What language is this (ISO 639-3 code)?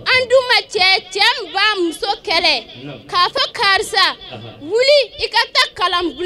bam